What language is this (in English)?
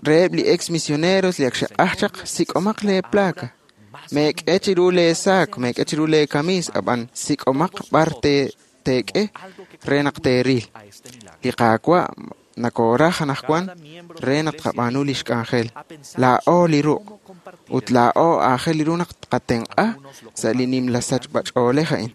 Kekchí